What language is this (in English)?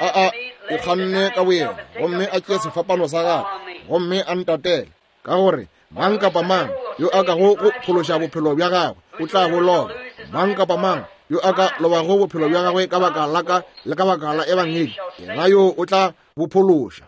Northern Sotho